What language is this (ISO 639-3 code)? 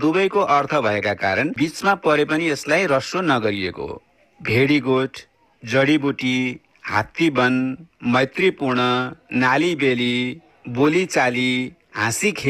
nep